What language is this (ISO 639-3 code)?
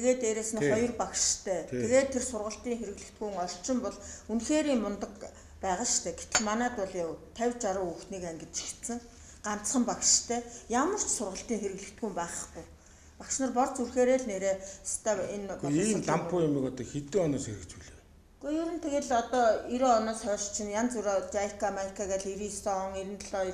mon